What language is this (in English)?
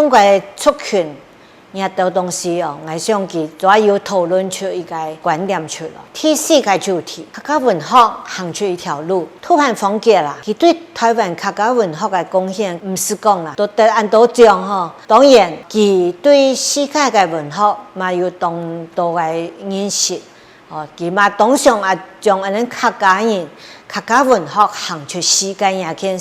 Hakka Chinese